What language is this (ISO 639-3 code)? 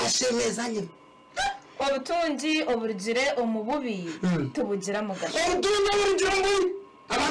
nyn